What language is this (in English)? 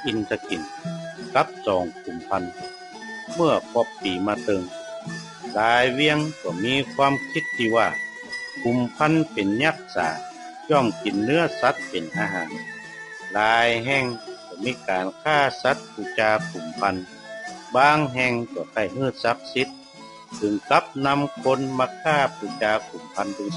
Northern Thai